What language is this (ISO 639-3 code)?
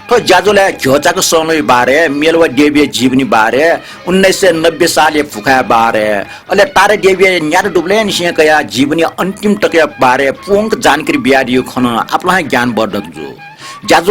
new